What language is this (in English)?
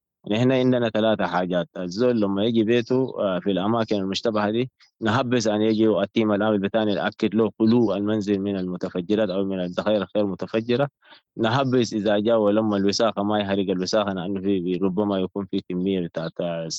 Sudanese Arabic